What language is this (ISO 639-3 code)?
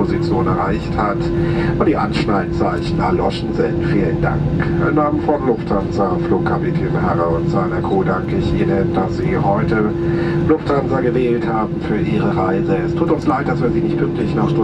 deu